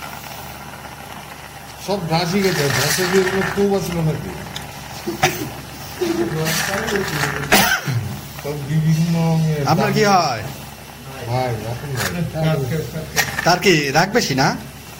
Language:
Bangla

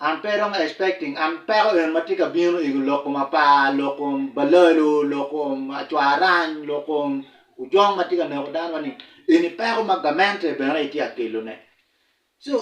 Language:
Acoli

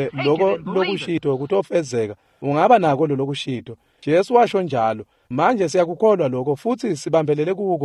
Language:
Swati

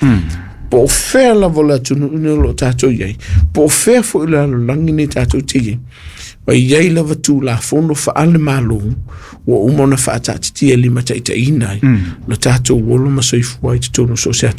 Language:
Samoan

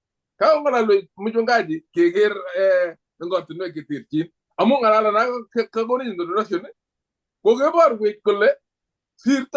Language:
Kalenjin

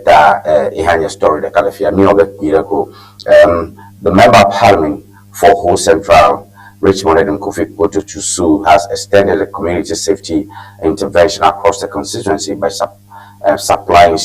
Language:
Ewe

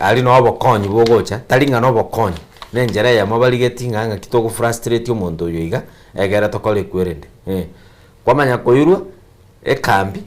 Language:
Gusii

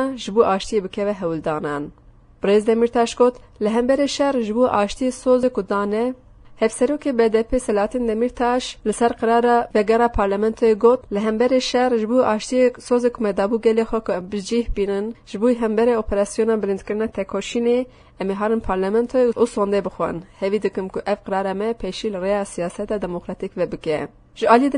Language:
Kurdish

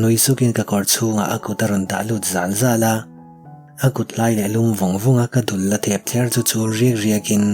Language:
Mizo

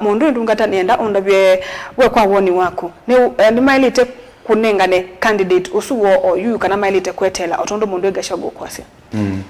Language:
Kamba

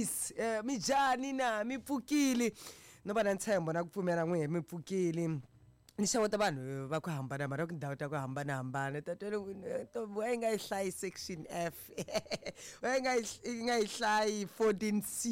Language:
Tsonga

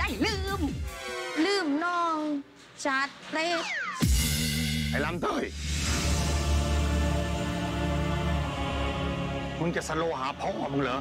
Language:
Thai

